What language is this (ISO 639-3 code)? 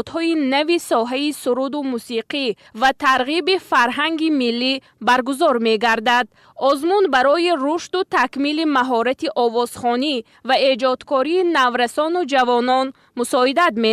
tgk